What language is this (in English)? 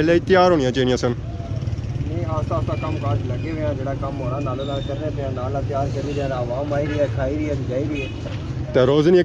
Pahari-Potwari